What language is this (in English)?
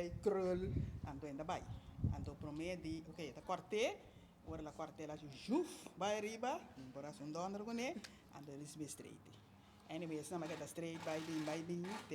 Papiamento